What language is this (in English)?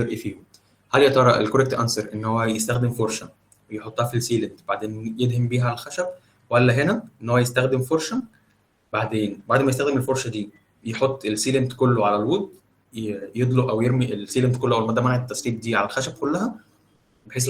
Egyptian Arabic